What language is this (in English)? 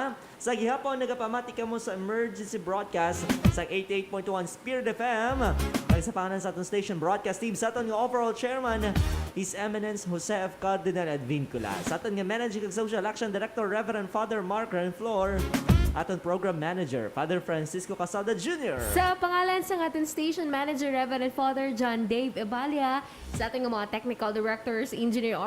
Hiligaynon